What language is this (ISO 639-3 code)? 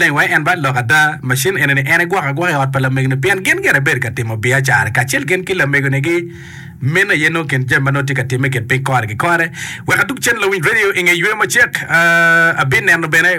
ach